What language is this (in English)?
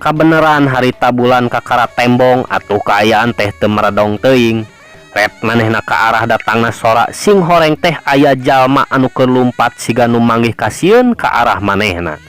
Sundanese